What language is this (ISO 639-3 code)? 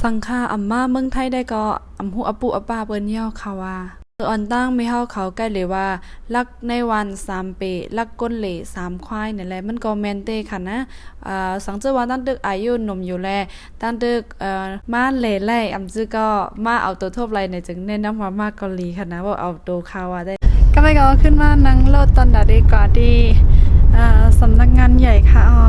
shn